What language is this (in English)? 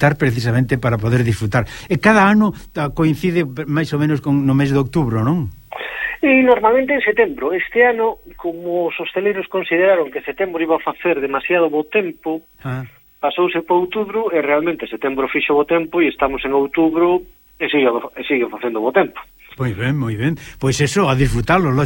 Galician